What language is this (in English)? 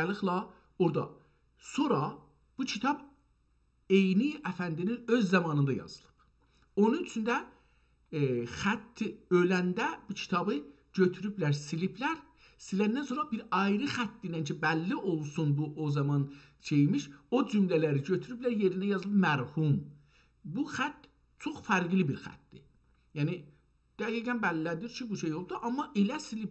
South Azerbaijani